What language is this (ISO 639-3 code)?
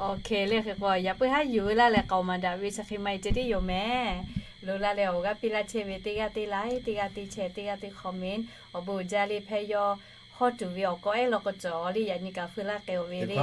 lhu